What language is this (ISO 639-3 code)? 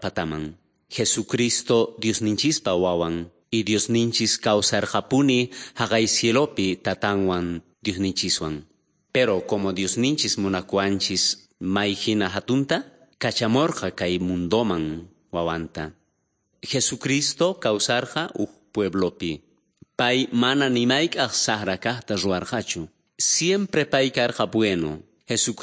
que